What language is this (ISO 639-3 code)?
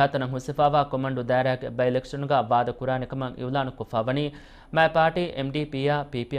div